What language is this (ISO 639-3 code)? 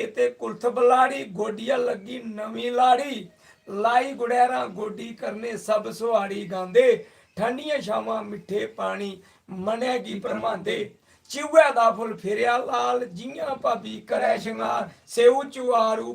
doi